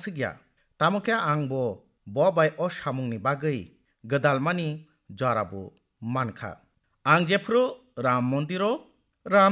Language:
Kok Borok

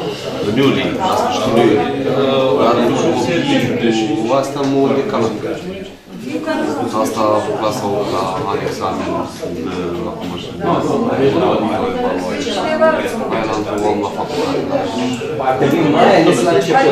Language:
Romanian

